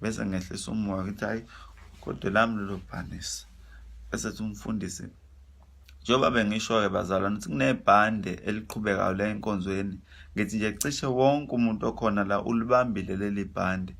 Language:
Zulu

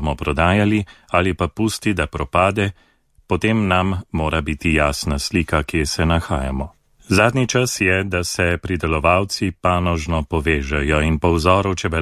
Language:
Slovenian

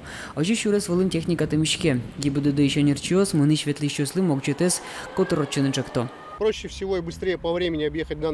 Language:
Udmurt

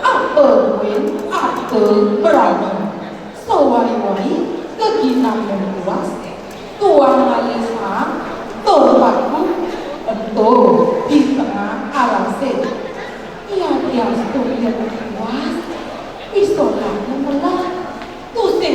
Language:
Balinese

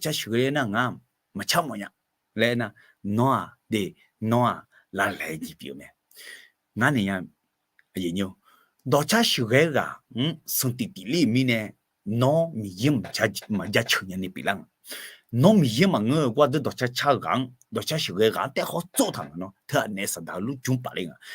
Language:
Akha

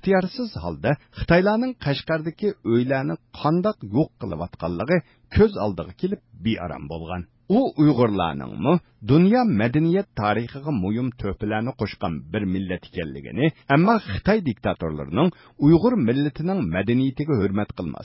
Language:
Uyghur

